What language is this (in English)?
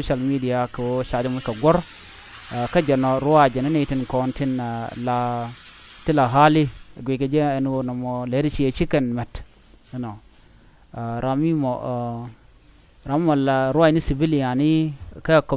Nuer